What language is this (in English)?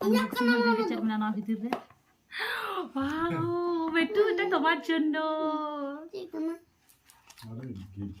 Santali